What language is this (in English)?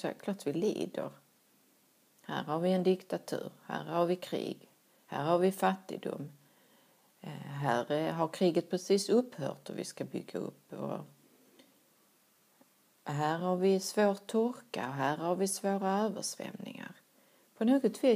Swedish